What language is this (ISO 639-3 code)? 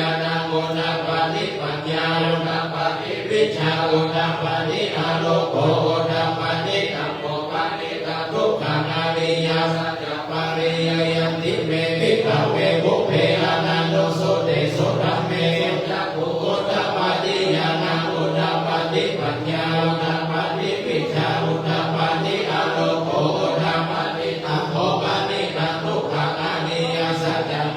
pli